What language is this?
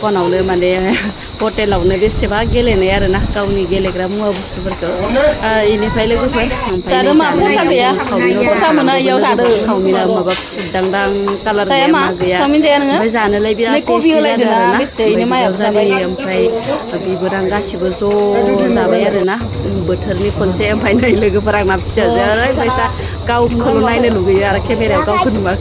Bodo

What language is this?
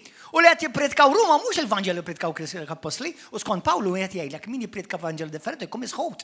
Maltese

